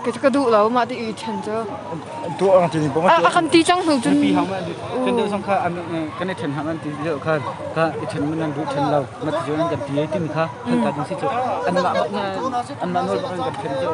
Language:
Hakha Chin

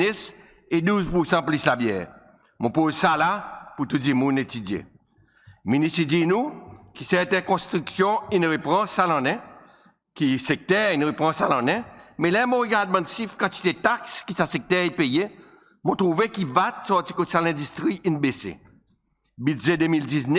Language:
Seselwa Creole French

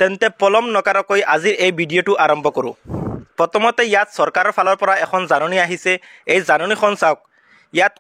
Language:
Assamese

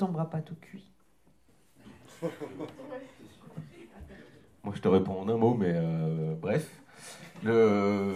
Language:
French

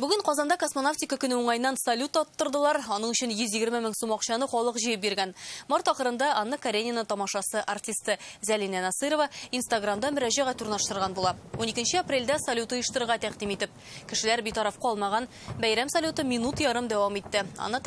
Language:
Tatar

